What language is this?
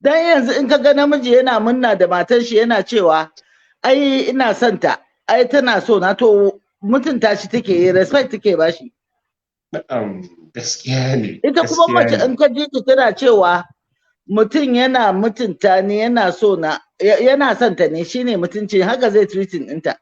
Hausa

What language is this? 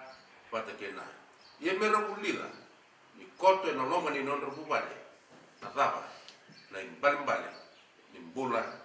Fijian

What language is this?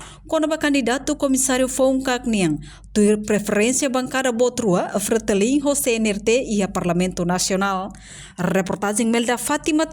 Tetum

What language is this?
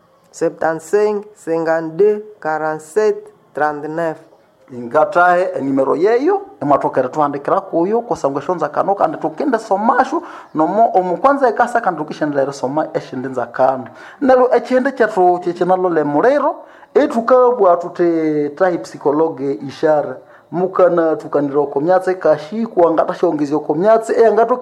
Nande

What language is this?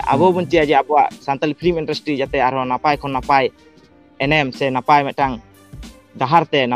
Santali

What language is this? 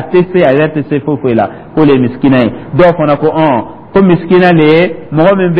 Dyula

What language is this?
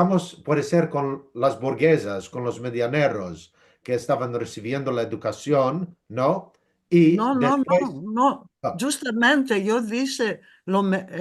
Ladino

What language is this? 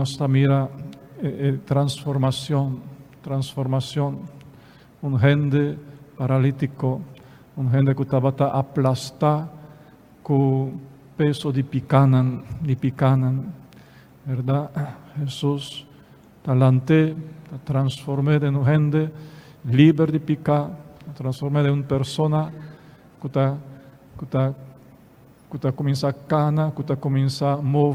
Papiamento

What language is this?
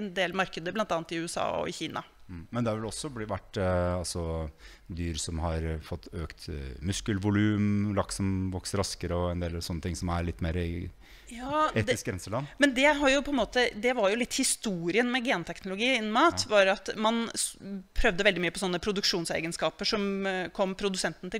Norwegian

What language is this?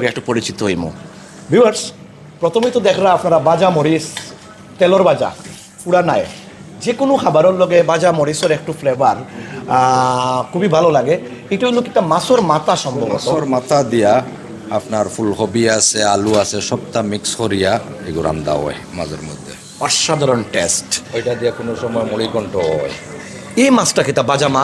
Sylheti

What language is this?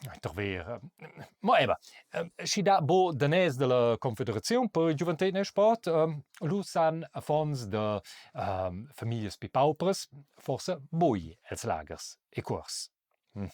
Romansh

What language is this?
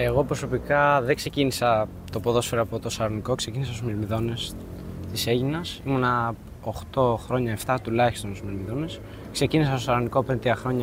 Greek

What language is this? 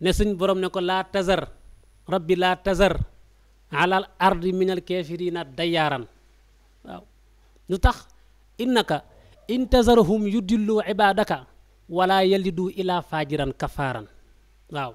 Wolof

